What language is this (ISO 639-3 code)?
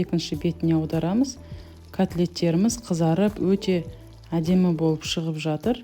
kaz